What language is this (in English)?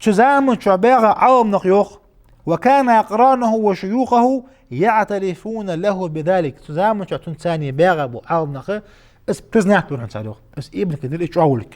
Ingush